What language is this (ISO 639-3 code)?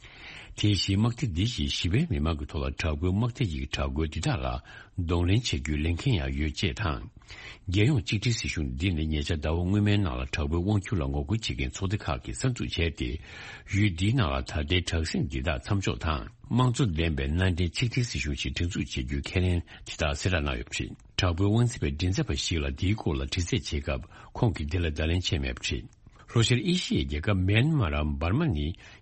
bod